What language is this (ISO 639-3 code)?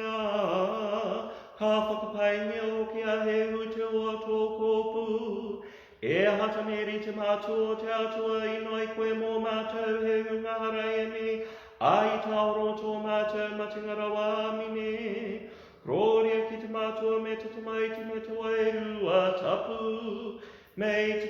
mri